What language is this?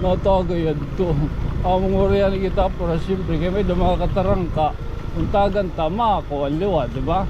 Waray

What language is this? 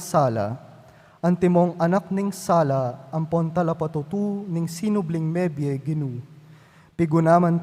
Pampanga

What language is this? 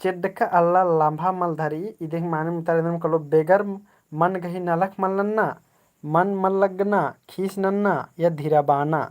Kurukh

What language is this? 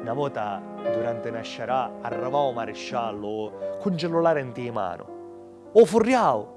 Sicilian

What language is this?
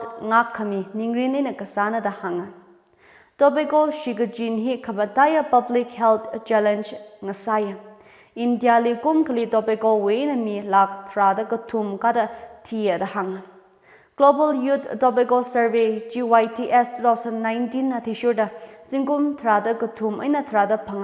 Tangkhul Naga (India)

